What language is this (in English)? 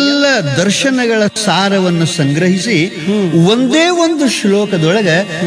Kannada